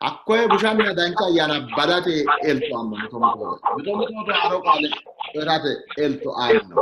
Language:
Sidamo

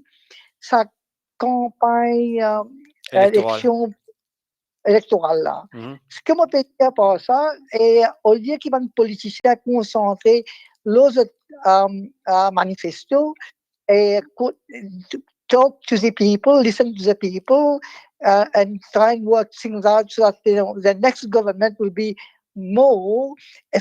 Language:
Morisyen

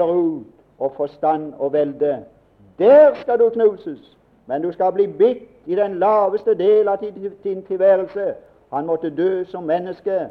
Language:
Norwegian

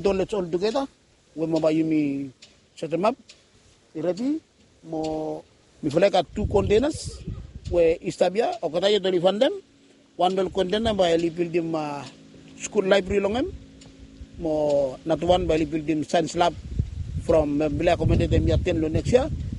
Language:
Bislama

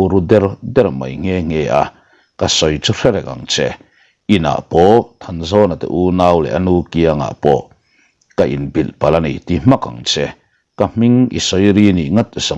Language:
Mizo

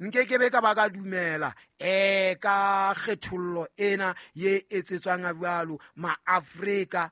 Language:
Southern Sotho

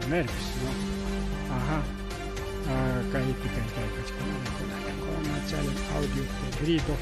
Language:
Ayacucho Quechua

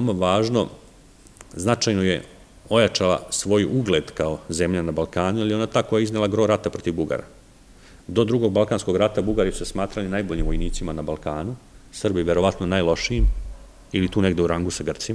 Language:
Serbian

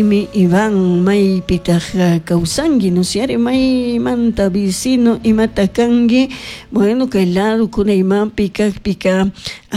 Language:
Chimborazo Highland Quichua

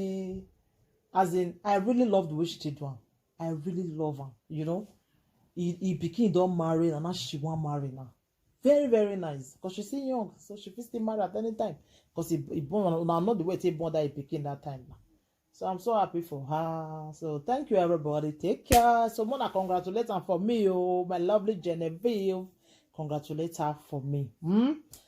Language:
Nigerian Pidgin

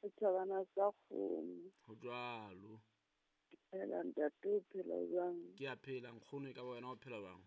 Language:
Southern Sotho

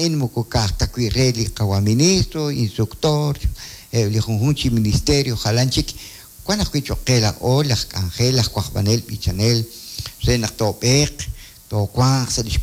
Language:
Kekchí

